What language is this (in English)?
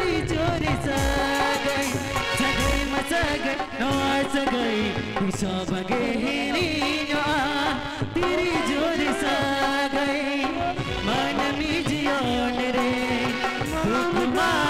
Santali